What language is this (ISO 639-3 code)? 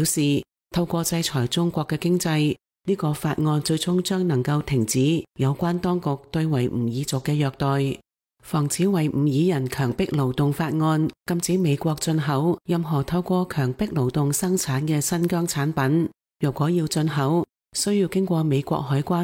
yue